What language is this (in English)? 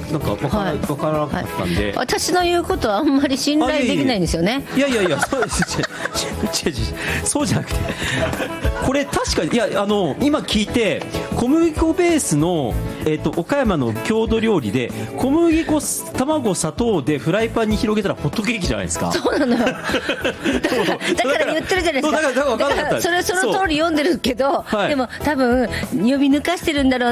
Japanese